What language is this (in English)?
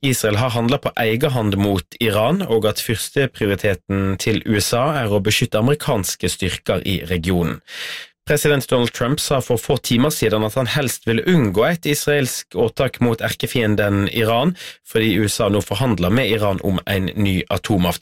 Norwegian